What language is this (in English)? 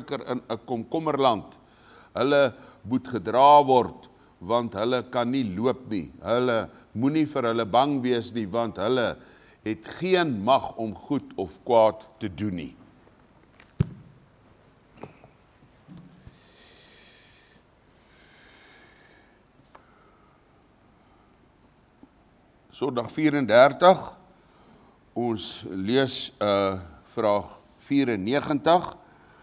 Afrikaans